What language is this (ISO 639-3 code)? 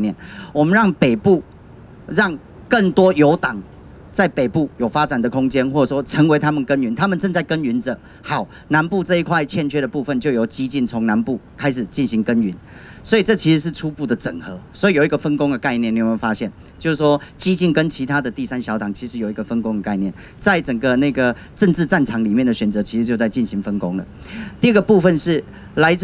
zho